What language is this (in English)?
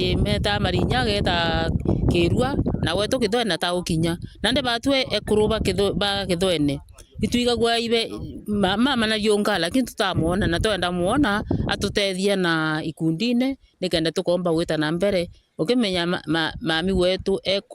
Meru